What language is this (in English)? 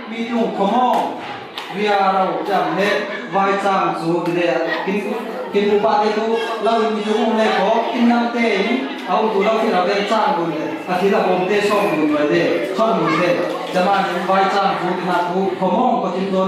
Falam Chin